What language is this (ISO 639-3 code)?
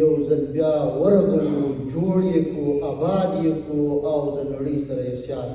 pus